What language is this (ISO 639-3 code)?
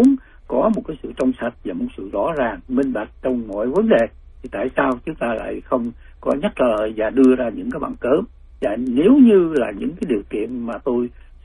vie